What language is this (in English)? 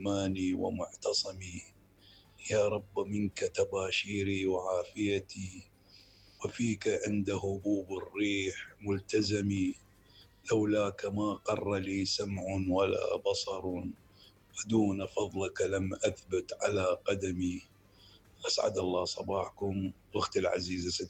Mesopotamian Arabic